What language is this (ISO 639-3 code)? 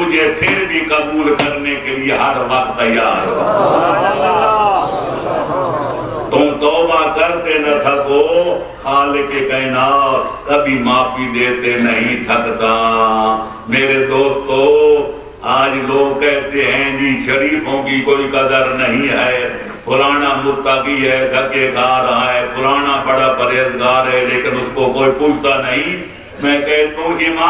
urd